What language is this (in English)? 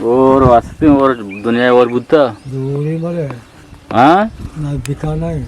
Eastern Balochi